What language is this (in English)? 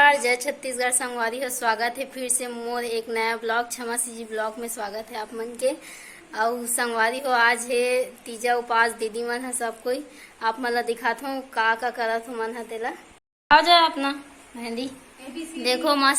Chhattisgarhi